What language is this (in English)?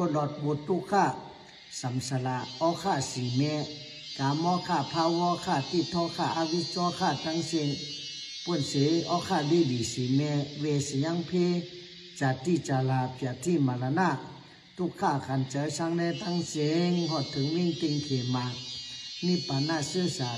Shan